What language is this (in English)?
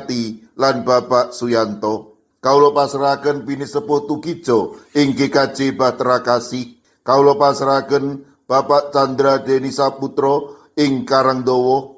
Javanese